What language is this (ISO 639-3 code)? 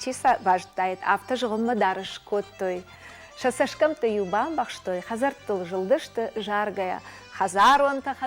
oss